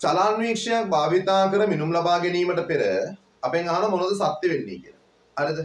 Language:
Sinhala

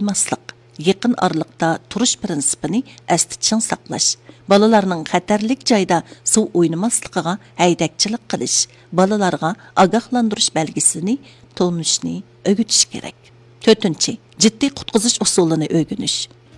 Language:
Uyghur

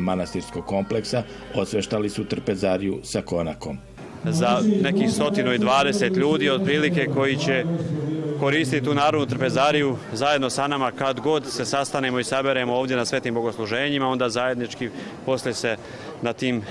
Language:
Bosnian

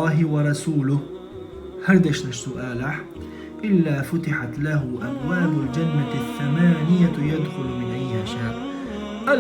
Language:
Chechen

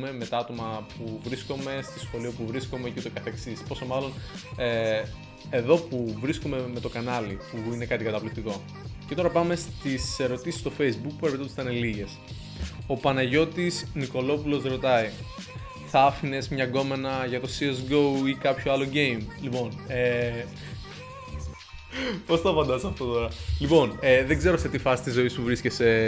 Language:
Greek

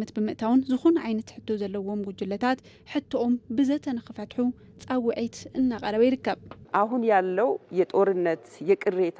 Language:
Tigrinya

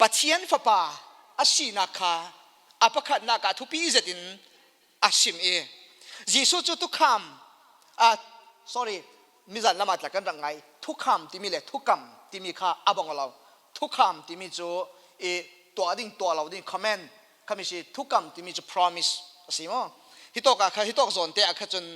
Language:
Falam Chin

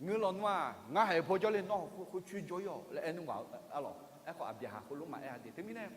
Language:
Akha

